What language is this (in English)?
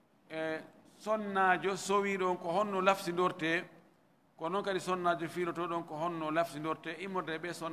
Fula